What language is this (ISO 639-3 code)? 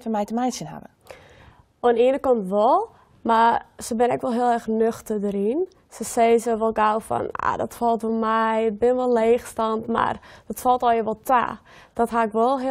fry